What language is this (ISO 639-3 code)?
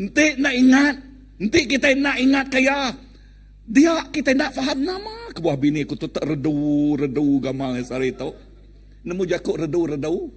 iba